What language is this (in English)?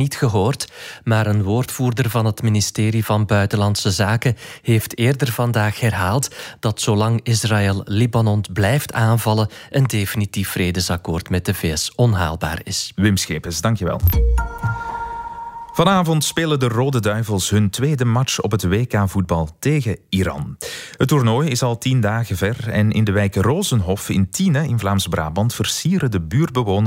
Dutch